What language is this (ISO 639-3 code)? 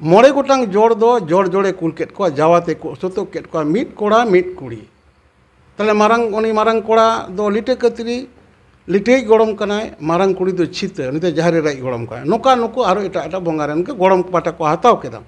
sat